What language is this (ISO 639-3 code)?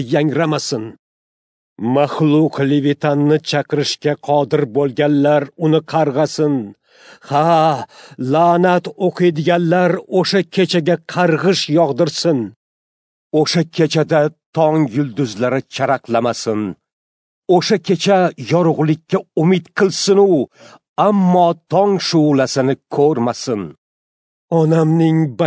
uzb